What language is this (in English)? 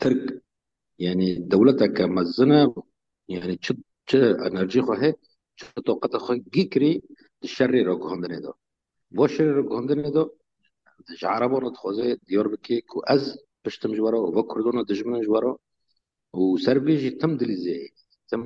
Kurdish